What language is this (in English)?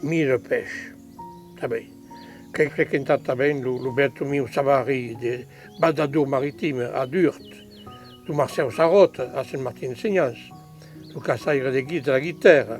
Occitan